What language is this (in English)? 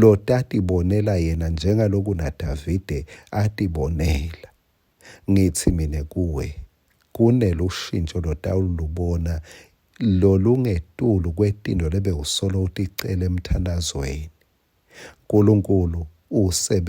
Swati